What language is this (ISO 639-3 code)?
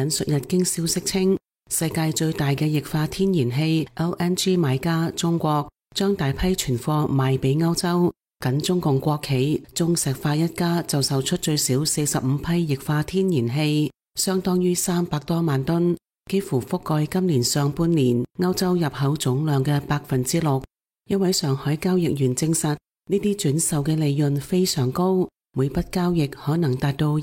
yue